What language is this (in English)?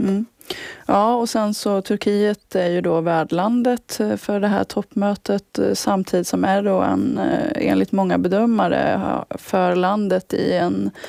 Swedish